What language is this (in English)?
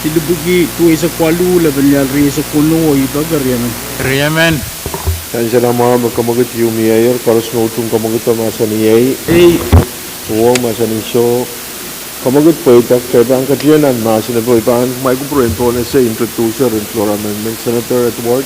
Pohnpeian